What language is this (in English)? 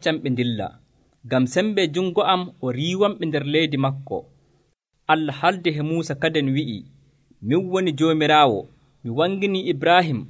Nigerian Fulfulde